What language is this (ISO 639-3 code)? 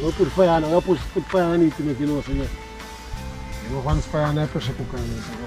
jam